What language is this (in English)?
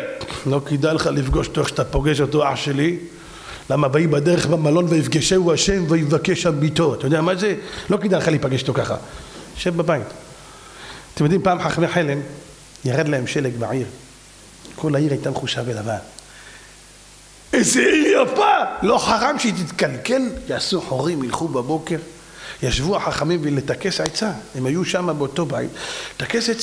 Hebrew